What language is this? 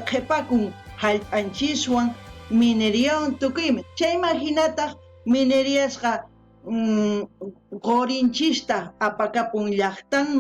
South Bolivian Quechua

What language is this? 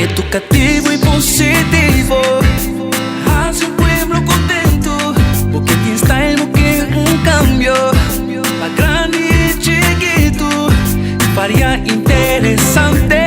Papiamento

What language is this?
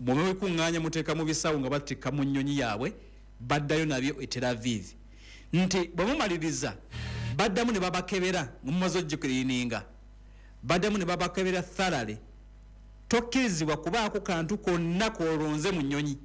Ganda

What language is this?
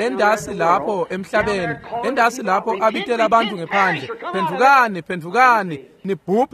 Swati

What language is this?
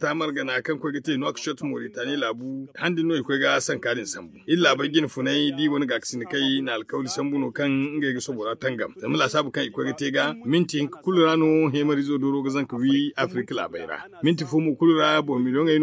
Zarma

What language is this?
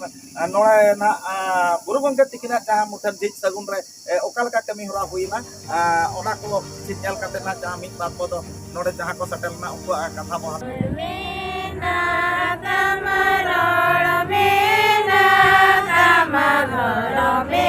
Santali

